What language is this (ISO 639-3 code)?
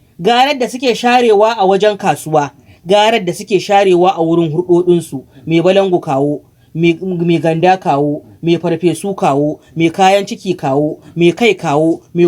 hau